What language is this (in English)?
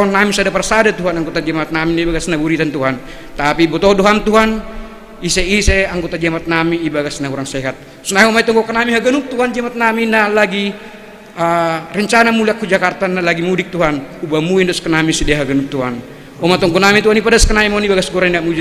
Batak Simalungun